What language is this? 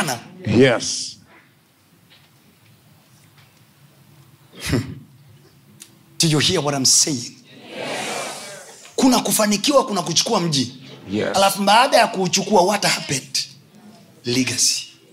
Swahili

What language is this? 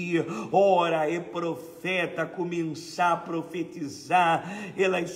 Papiamento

